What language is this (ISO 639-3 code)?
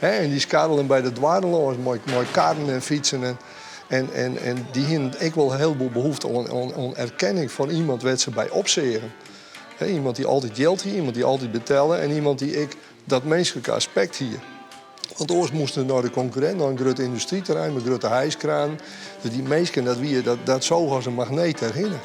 fry